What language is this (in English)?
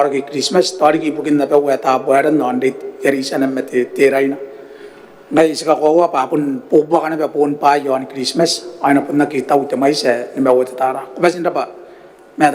Gilbertese